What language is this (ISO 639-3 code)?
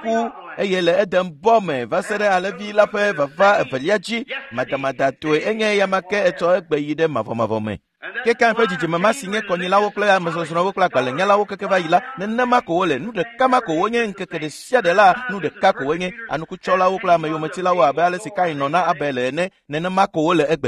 ewe